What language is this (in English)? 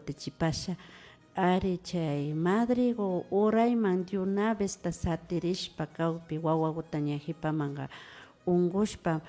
Imbabura Highland Quichua